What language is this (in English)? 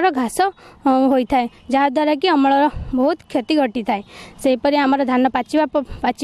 Odia